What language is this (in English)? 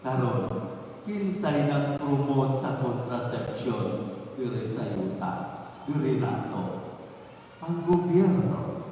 Cebuano